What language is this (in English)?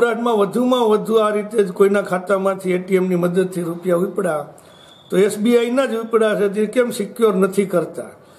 Gujarati